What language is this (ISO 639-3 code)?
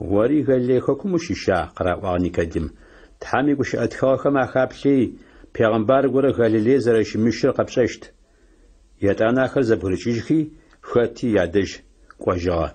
ady